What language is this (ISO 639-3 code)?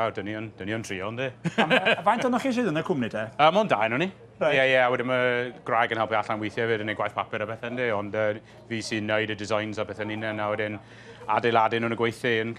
cym